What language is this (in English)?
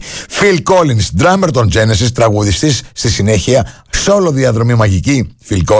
Greek